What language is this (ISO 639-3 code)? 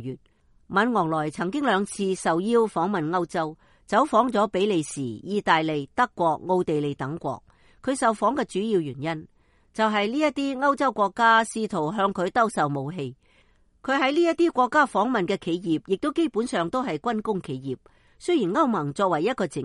yue